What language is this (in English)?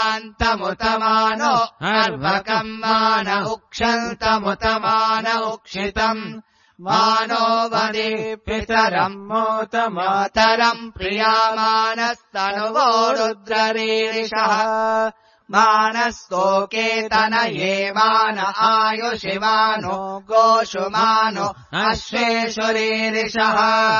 Sanskrit